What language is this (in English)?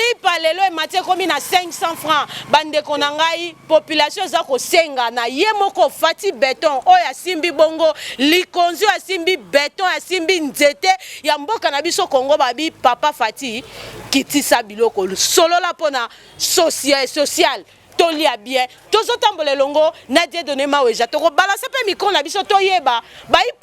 Lingala